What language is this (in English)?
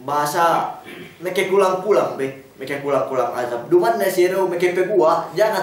Yakan